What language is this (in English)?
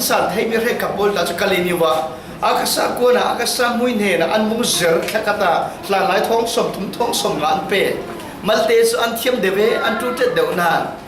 Falam Chin